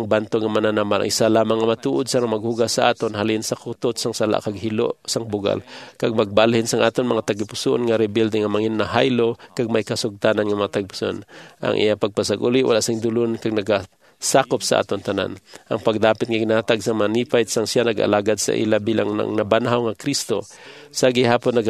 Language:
Hiligaynon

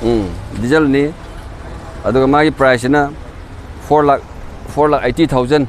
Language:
Manipuri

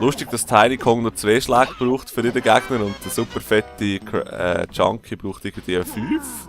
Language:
Swiss German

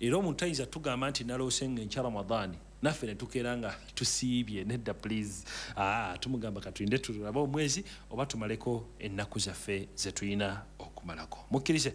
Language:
Ganda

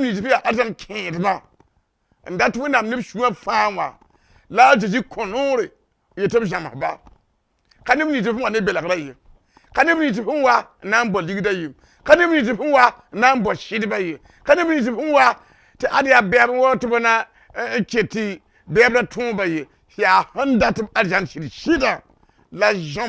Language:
Mossi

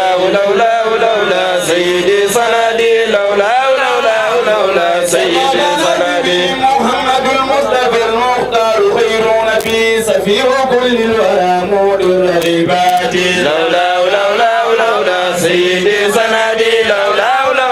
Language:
Fula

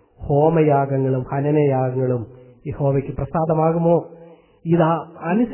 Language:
Malayalam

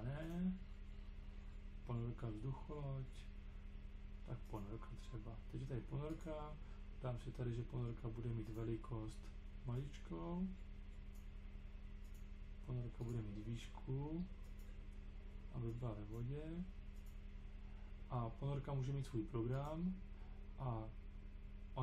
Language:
Czech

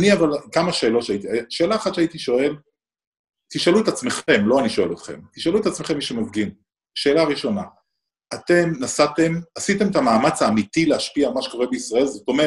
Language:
Hebrew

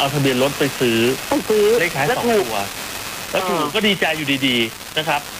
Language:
Thai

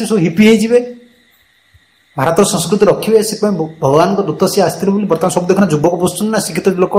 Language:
Odia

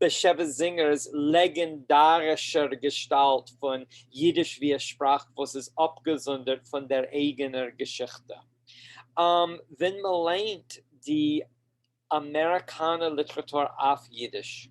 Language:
Yiddish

